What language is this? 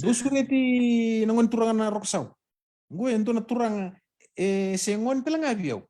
Fijian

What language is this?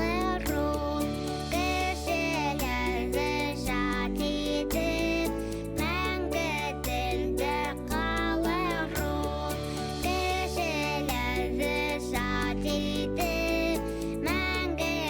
Bashkir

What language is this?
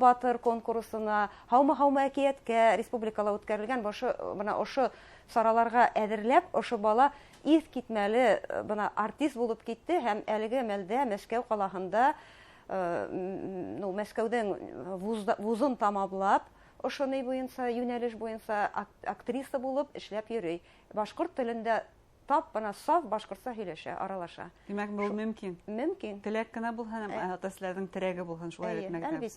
Bashkir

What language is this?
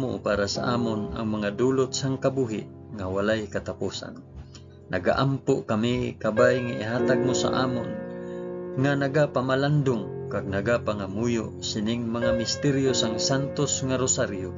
Hiligaynon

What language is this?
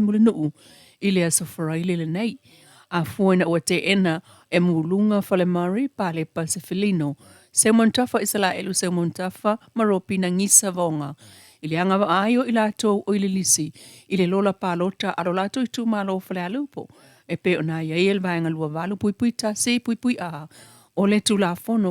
Samoan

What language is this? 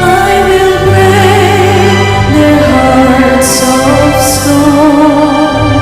Pampanga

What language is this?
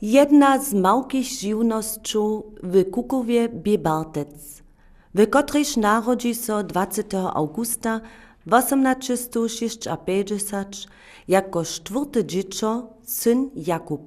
Upper Sorbian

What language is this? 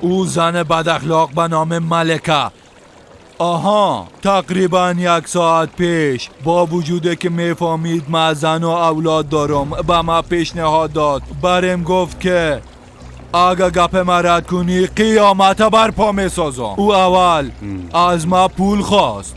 Persian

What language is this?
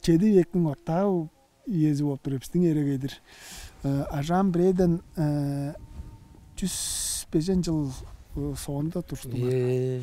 Tuvinian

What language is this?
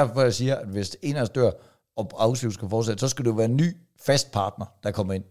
Danish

